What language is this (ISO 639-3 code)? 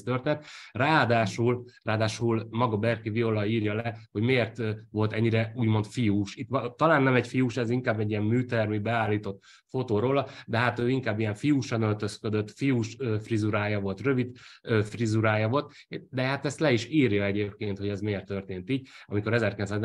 hun